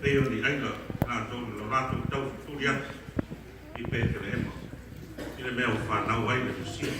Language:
Samoan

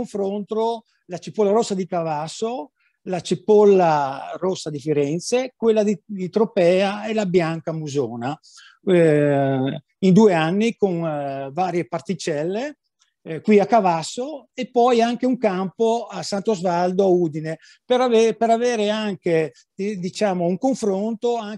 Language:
Italian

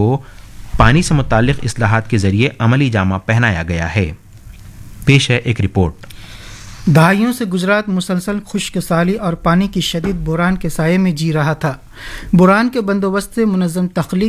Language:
Urdu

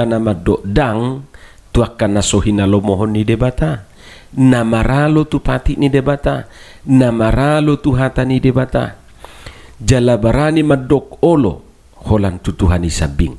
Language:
Batak Toba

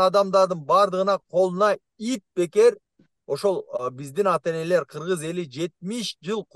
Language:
Kyrgyz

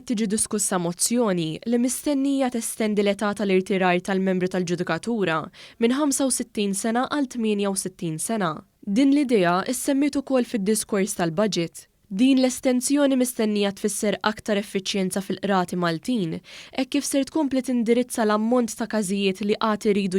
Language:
Maltese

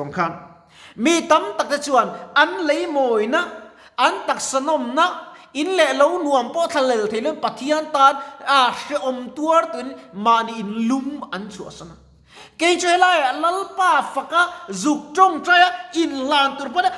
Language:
Mizo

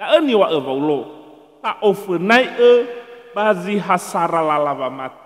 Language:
Nias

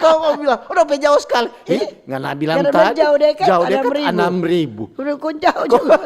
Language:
Manado Malay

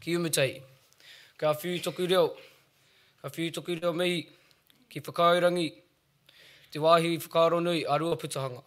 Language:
Māori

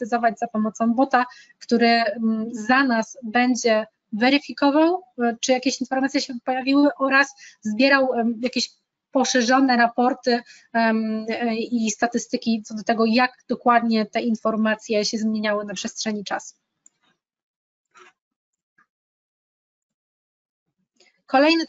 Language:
Polish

